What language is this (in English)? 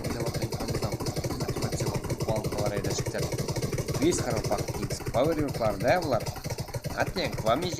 Kara-Kalpak